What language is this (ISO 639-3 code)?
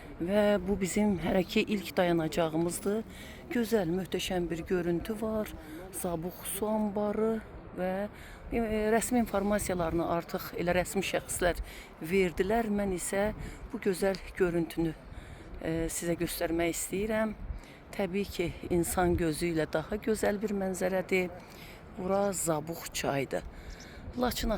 aze